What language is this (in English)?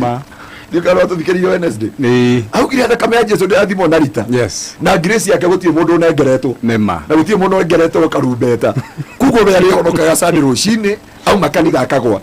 Kikuyu